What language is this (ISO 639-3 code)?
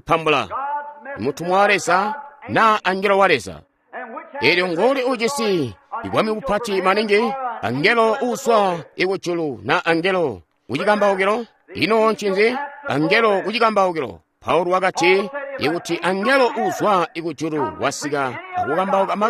toi